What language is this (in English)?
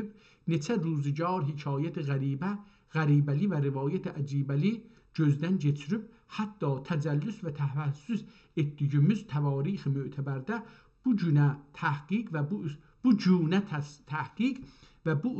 South Azerbaijani